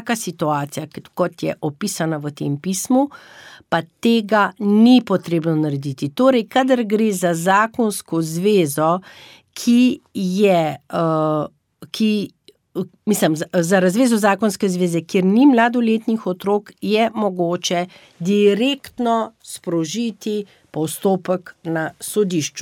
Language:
Slovenian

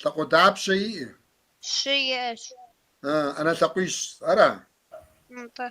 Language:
Kabardian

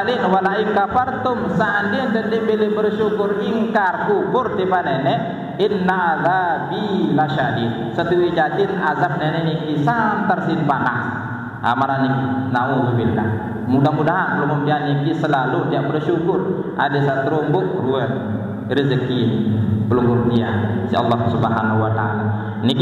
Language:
Sasak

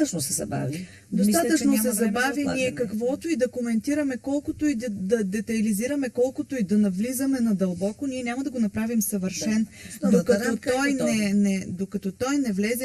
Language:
Bulgarian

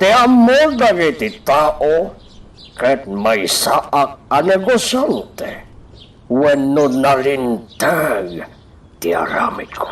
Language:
Iloko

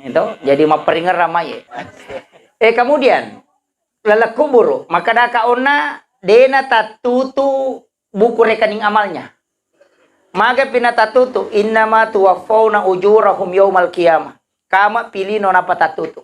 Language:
Buginese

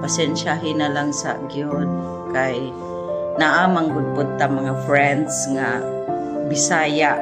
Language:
Cebuano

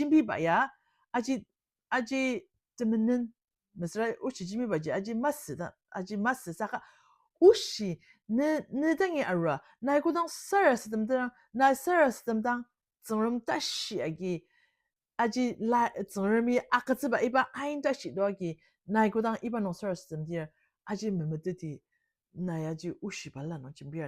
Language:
Ao Naga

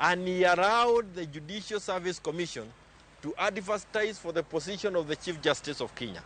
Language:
Luo (Kenya and Tanzania)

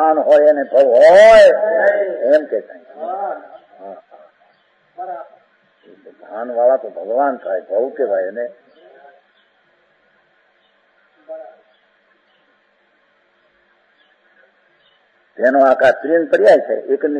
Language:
Gujarati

